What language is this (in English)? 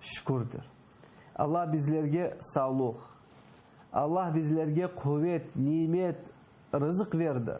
Crimean Tatar